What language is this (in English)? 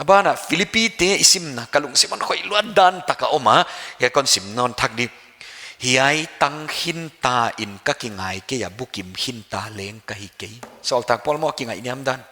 Paite Chin